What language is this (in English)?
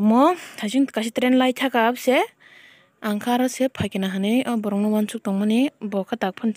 Kok Borok